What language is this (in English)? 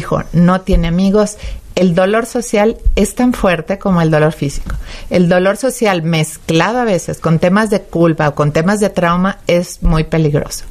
Spanish